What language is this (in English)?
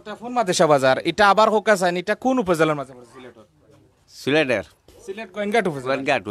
Sylheti